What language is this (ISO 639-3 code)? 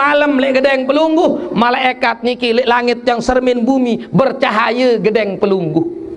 sas